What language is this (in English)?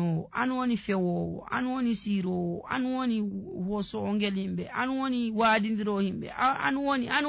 Nigerian Fulfulde